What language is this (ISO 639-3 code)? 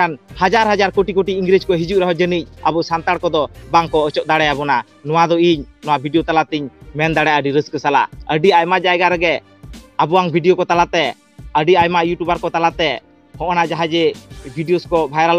sat